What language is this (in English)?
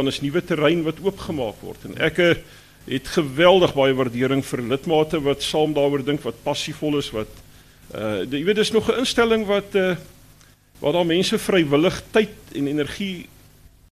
Afrikaans